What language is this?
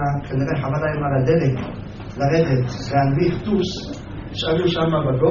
Hebrew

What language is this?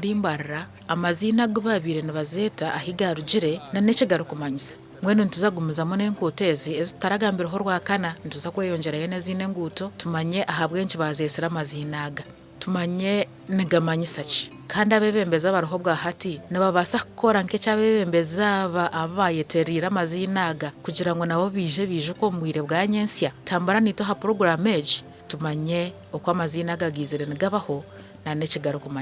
Nyankole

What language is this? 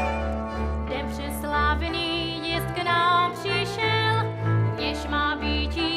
Czech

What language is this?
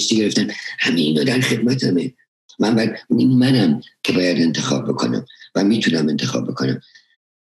Persian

